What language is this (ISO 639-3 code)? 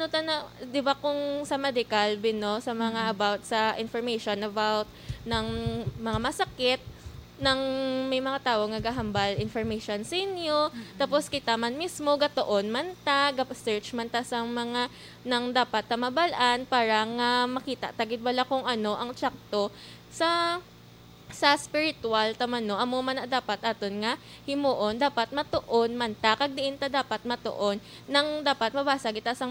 hil